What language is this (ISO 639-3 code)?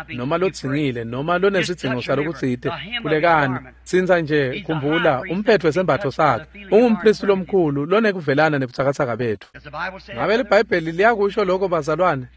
ssw